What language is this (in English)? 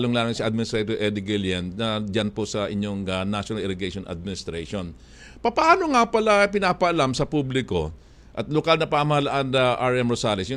Filipino